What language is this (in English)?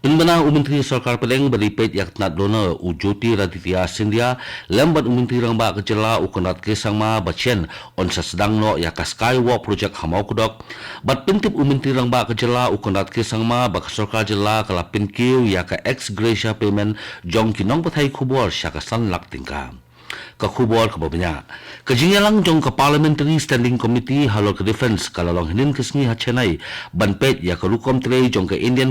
Khasi